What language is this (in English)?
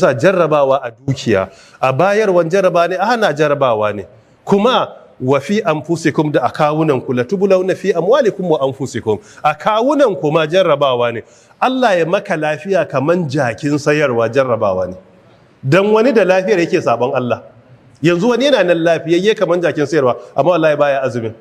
Hausa